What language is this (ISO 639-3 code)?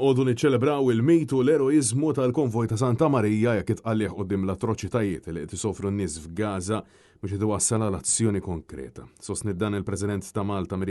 mlt